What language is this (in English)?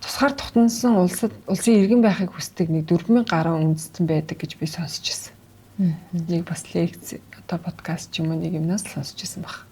Mongolian